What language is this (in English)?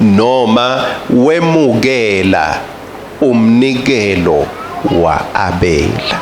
Swati